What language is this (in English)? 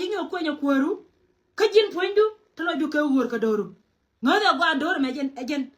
Nuer